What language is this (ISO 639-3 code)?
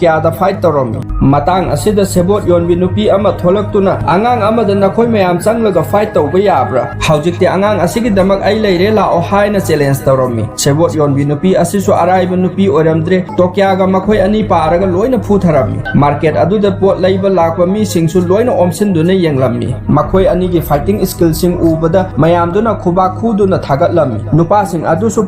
mni